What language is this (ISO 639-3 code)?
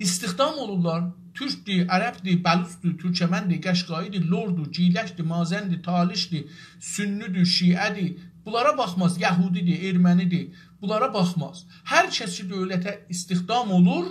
azb